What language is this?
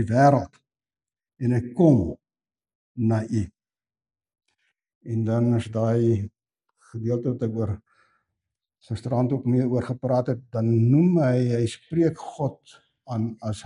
Afrikaans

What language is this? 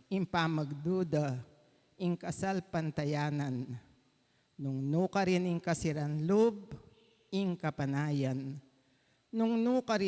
Pampanga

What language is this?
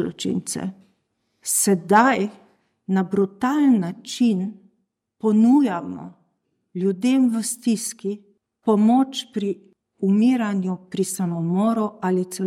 Slovenian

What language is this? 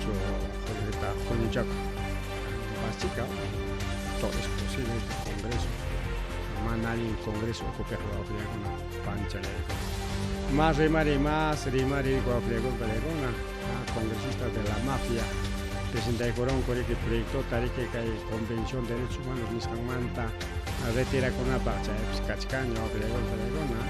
Ayacucho Quechua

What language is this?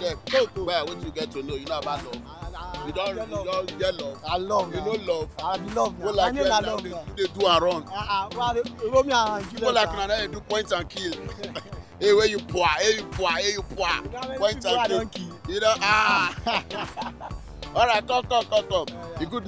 Nigerian Pidgin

